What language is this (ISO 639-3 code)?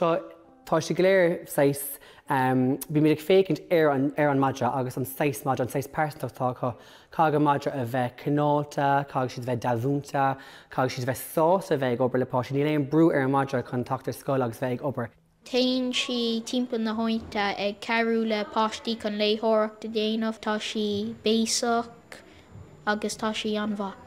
gle